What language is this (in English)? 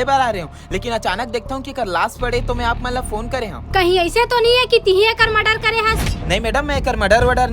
Chhattisgarhi